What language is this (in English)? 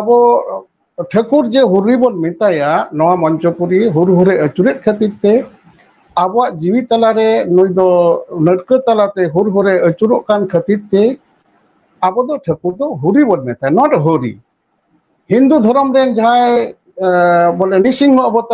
Santali